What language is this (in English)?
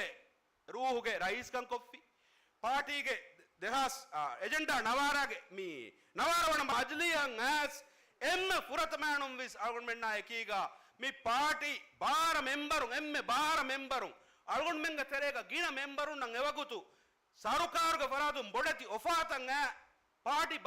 Divehi